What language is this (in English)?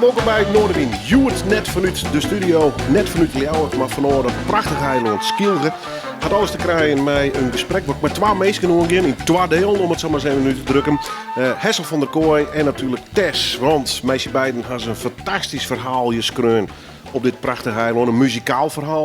Western Frisian